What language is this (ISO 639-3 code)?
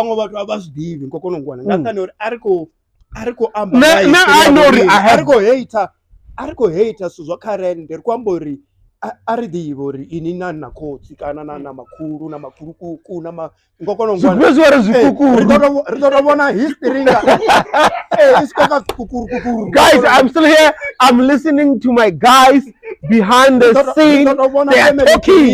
ven